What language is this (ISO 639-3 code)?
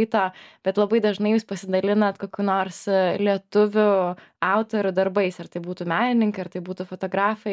lit